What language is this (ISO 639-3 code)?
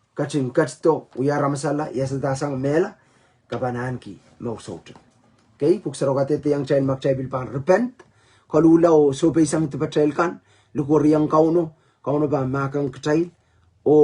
pon